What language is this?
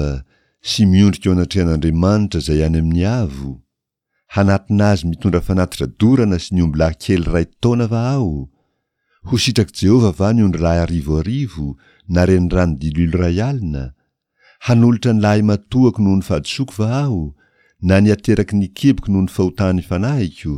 Malagasy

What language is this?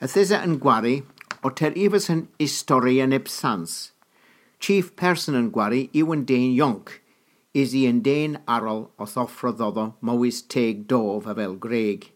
Cornish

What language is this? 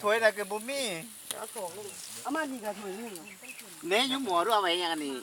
Lao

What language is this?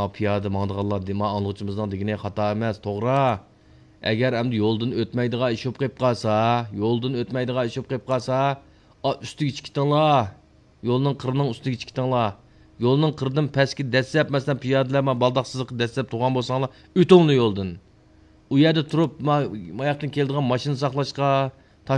Uyghur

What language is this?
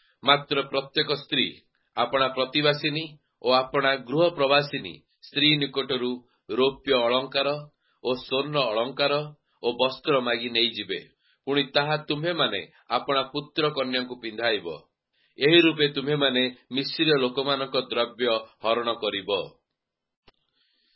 Odia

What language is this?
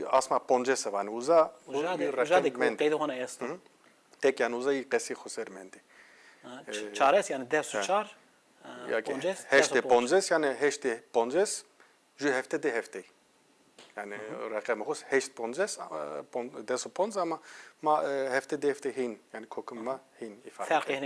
Zaza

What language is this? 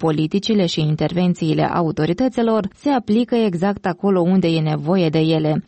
Romanian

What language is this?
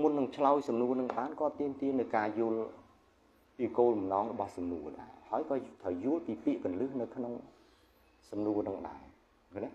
Khmer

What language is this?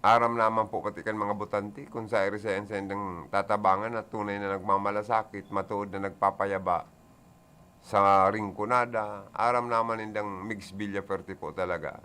Bikol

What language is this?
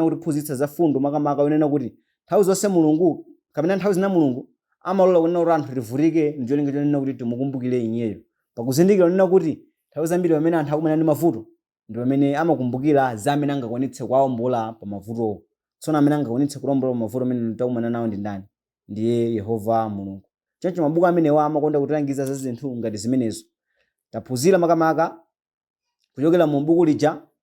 Nyanja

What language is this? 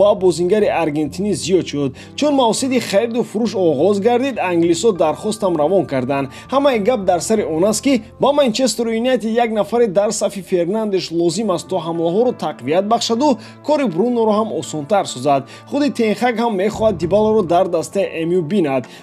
Tajik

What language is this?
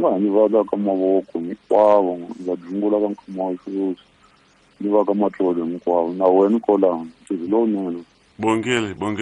Tsonga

